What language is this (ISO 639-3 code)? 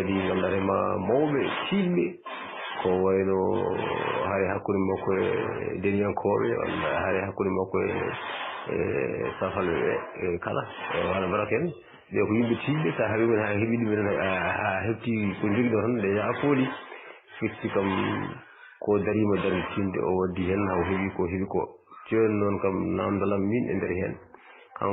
ful